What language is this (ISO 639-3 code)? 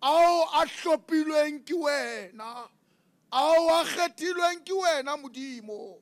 sot